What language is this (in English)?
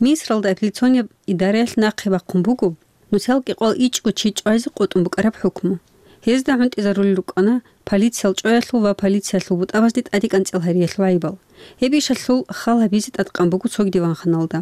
Avaric